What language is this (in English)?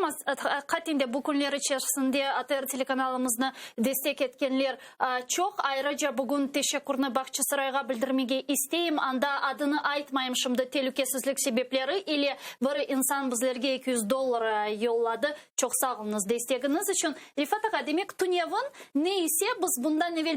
Crimean Tatar